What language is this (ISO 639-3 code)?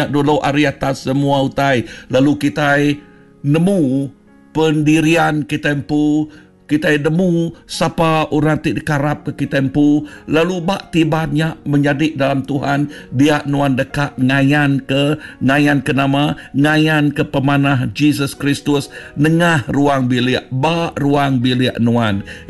iba